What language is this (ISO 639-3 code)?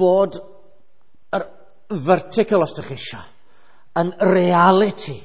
cym